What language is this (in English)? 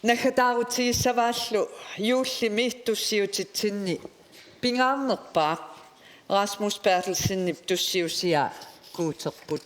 Kalaallisut